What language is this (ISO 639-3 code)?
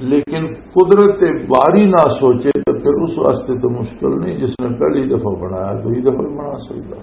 lah